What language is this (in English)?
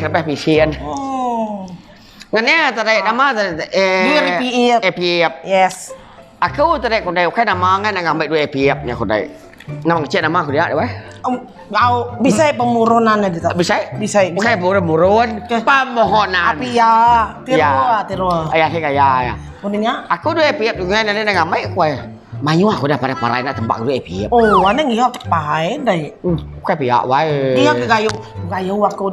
Iban